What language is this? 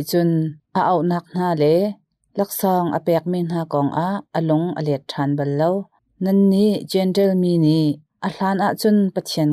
Hakha Chin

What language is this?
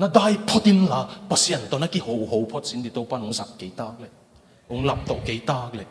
Tedim Chin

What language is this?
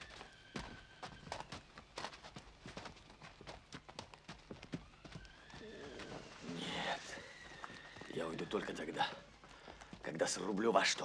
Russian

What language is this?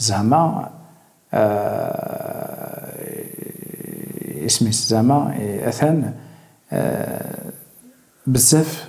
Kabyle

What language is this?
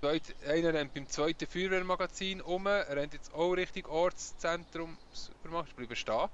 Swiss German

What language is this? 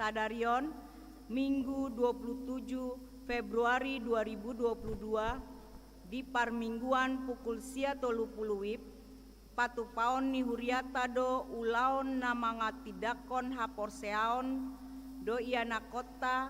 Batak Toba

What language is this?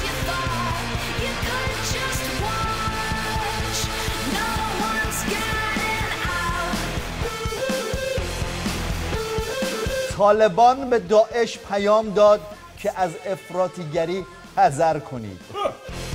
Persian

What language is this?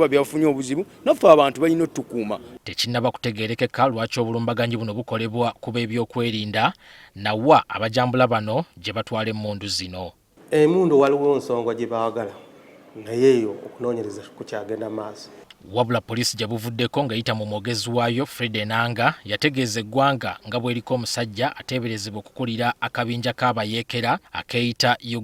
Ganda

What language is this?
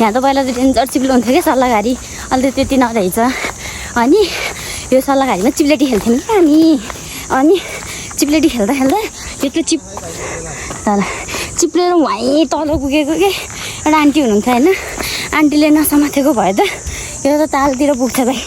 Nepali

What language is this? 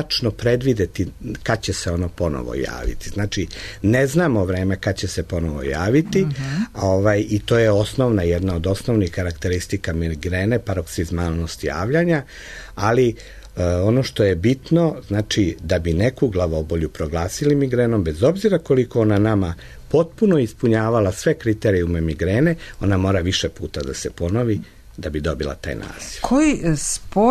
Serbian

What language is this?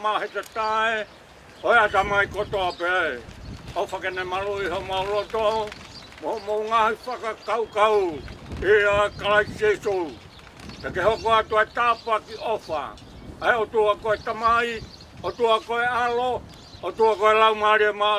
Tongan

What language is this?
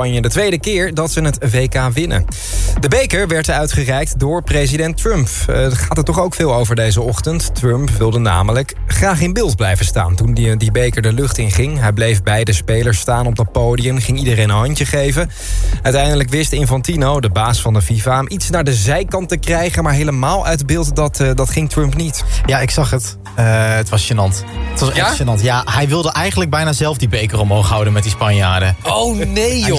Dutch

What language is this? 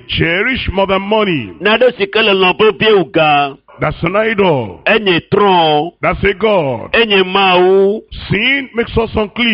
Ewe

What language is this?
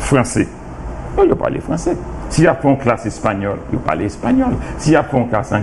Haitian Creole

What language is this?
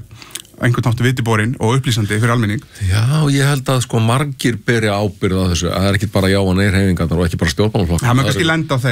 Icelandic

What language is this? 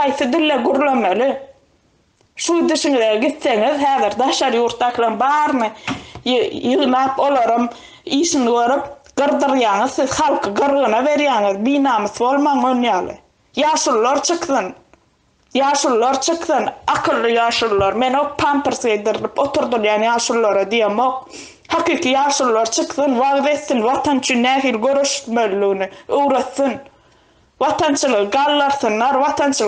Turkmen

